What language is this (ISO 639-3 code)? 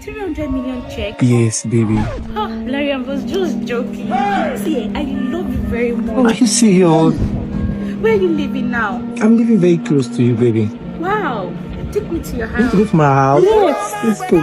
pcm